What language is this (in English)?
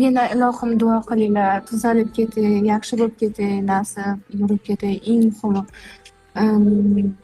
Uzbek